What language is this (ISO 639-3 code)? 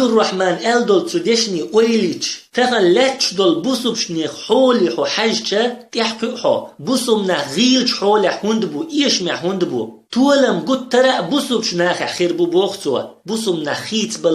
che